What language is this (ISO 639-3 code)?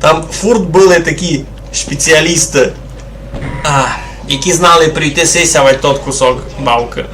rue